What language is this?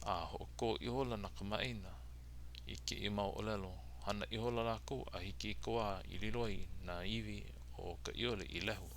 Hawaiian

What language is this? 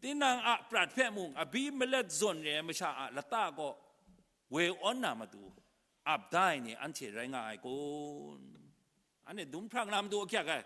Kachin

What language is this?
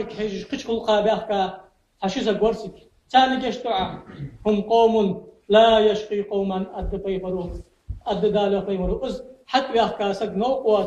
Ingush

